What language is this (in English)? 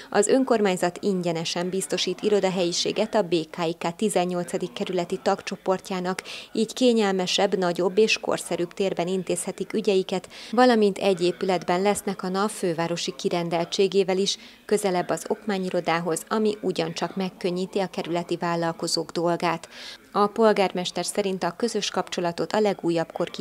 Hungarian